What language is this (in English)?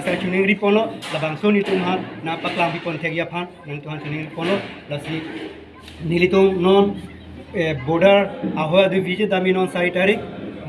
Karbi